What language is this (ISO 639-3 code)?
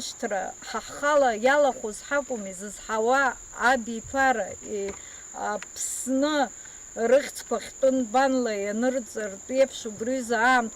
abk